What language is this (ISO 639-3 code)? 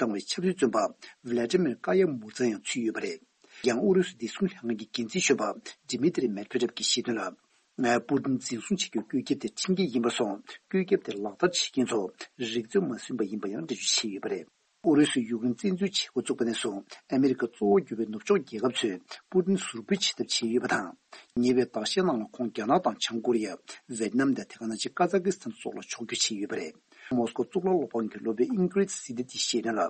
bod